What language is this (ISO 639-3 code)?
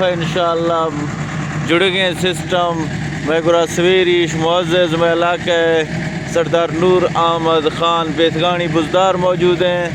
bgp